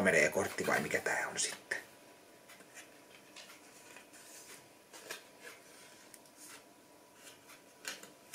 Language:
Finnish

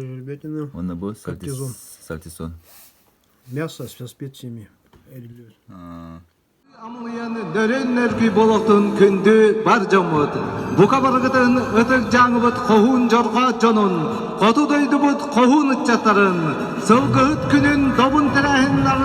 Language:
Yakut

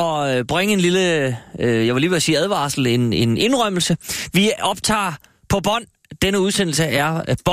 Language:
Danish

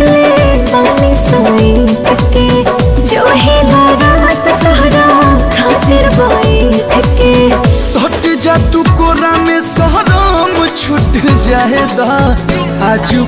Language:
Bhojpuri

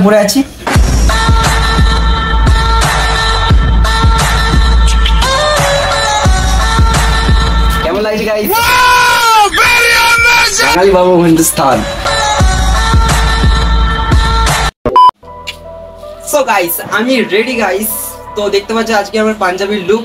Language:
Bangla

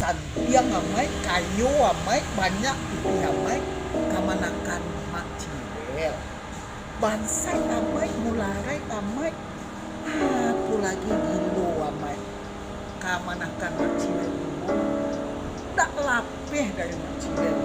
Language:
Minangkabau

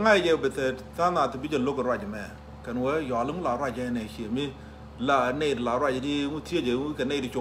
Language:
Nuer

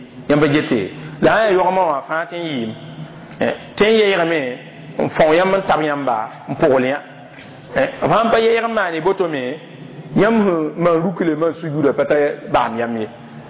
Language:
Mossi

